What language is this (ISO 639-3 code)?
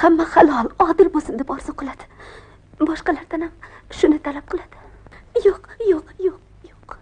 uzb